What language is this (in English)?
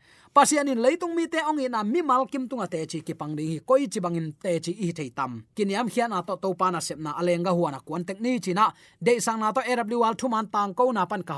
Tedim Chin